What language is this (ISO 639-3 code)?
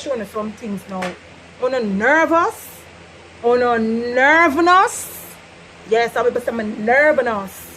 jam